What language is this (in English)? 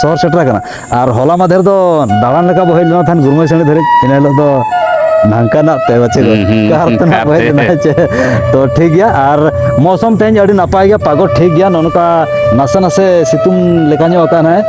Santali